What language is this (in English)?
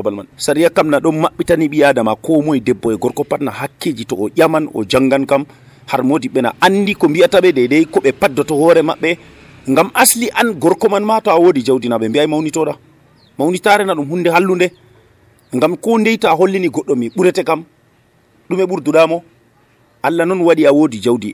Nigerian Fulfulde